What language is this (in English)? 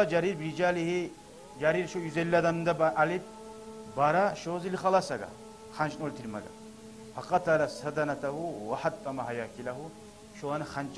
Kumyk